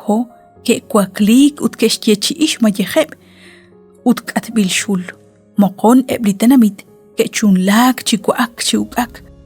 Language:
Kekchí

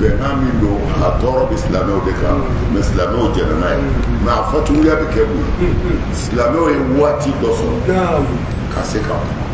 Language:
Bambara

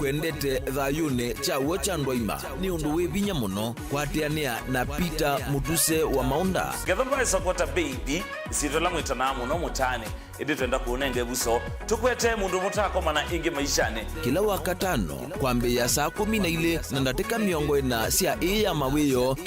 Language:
Kamba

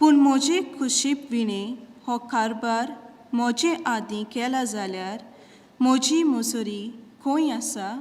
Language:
Konkani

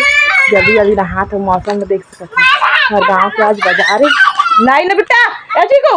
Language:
Chhattisgarhi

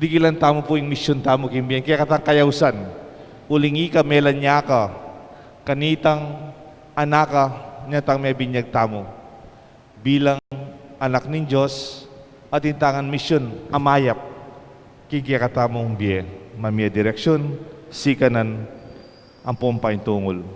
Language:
Pampanga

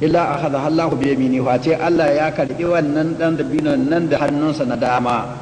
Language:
Hausa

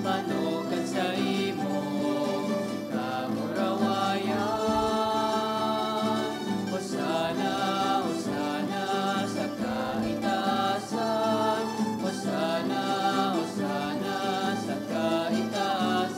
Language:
Bikol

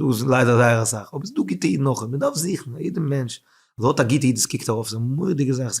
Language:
Yiddish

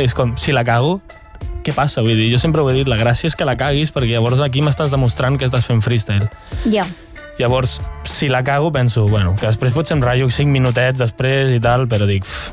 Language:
Catalan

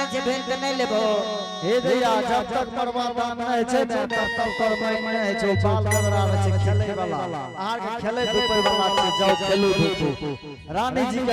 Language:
Angika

